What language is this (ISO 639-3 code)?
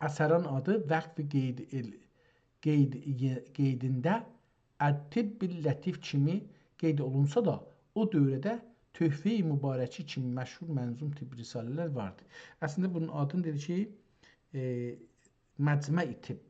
azb